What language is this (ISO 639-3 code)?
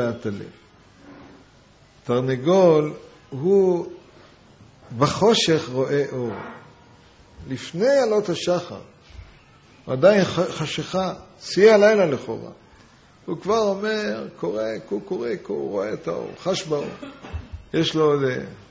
heb